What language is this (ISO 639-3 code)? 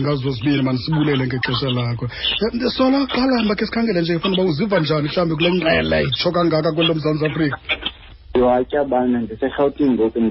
xho